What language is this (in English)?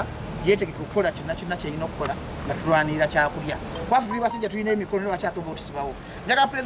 Ganda